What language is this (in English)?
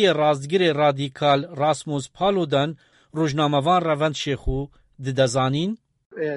Kurdish